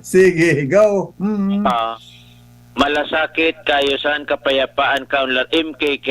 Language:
Bikol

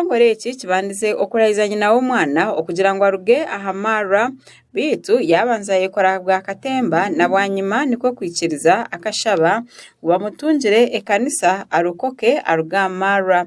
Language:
Nyankole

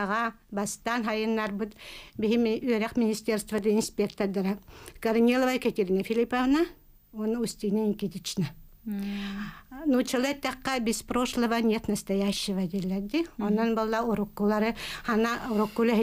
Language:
Yakut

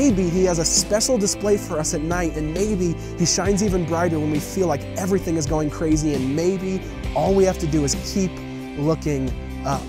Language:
English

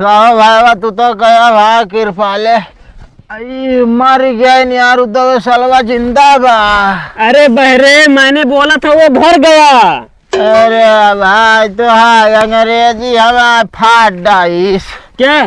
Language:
Awadhi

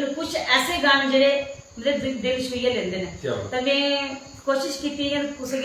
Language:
Dogri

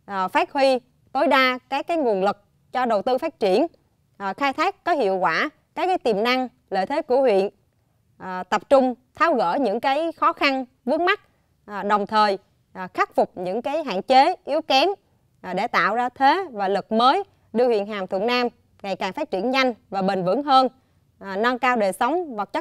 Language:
Vietnamese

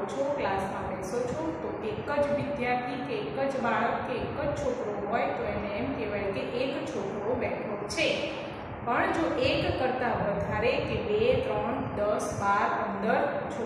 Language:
Gujarati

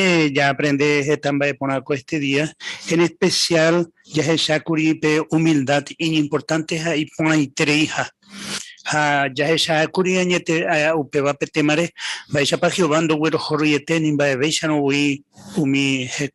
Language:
Guarani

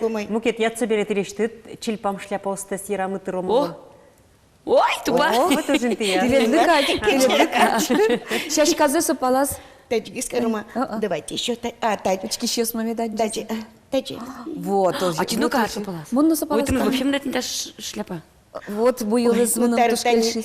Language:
Udmurt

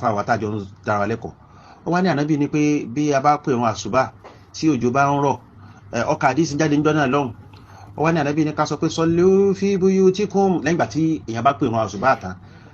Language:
Yoruba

